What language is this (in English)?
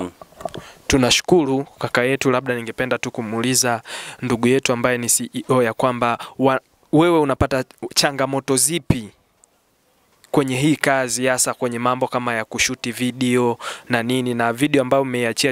Swahili